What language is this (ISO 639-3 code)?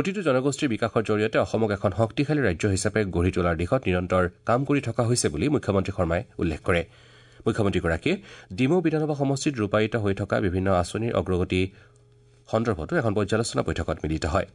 asm